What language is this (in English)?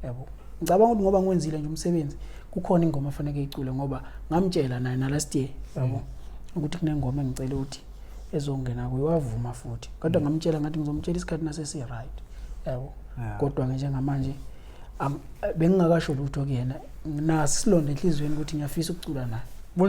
Zulu